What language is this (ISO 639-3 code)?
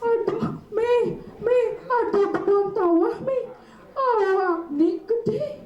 ban